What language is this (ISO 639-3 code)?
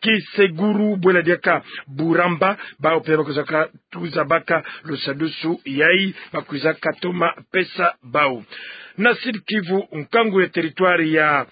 ktu